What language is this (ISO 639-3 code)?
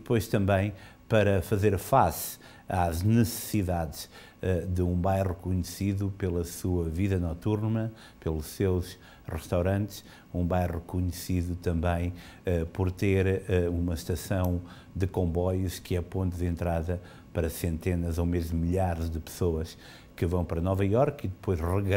por